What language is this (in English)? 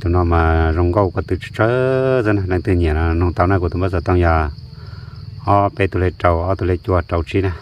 Hmong